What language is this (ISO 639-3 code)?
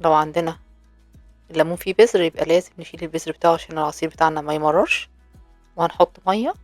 arz